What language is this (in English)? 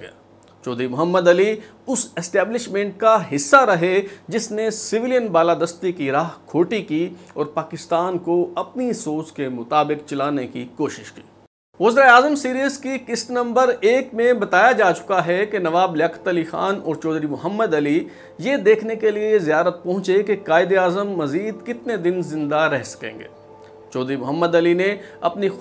Urdu